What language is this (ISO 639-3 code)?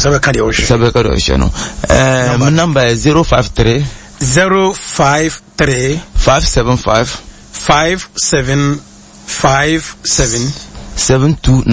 aka